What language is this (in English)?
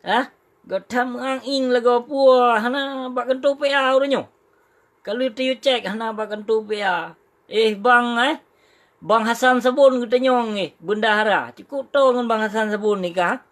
Achinese